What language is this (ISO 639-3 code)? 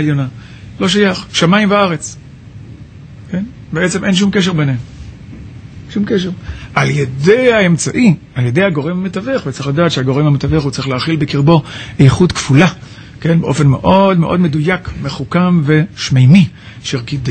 heb